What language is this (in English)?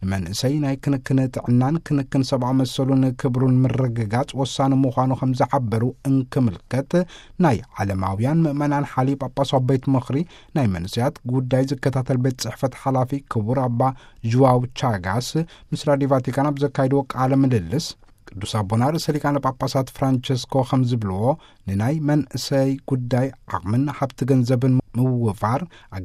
Tigrinya